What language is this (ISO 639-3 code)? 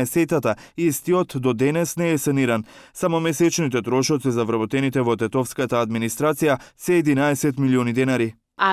mkd